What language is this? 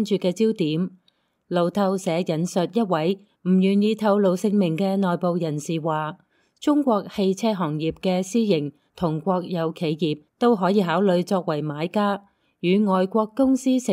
Cantonese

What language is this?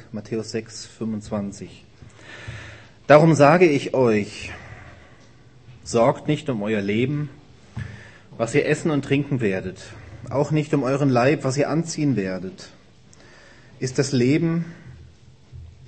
German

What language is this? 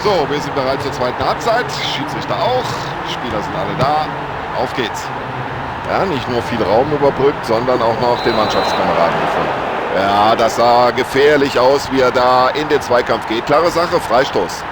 Bavarian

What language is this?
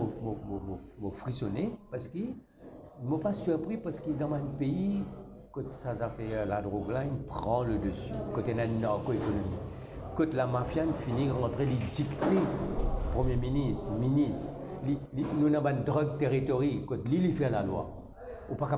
Morisyen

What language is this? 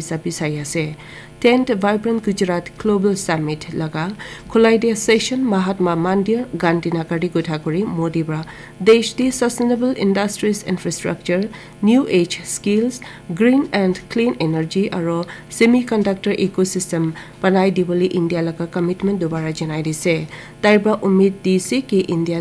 Naga Pidgin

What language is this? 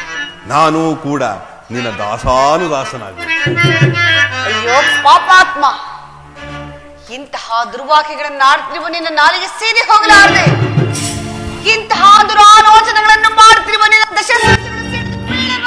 Kannada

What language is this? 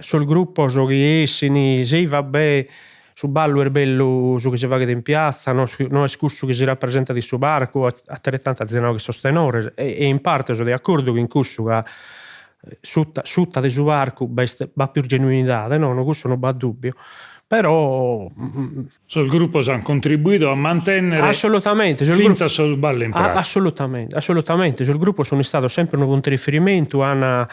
Sardinian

